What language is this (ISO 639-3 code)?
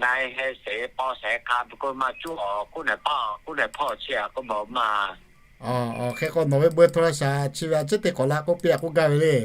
lhu